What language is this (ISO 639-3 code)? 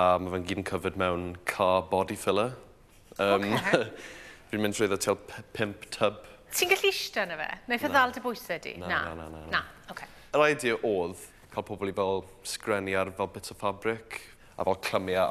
cym